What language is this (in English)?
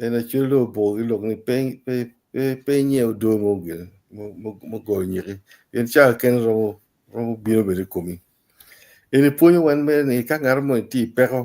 Acoli